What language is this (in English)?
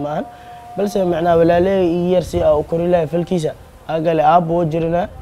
Somali